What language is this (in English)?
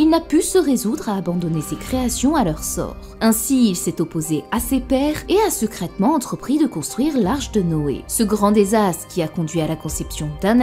French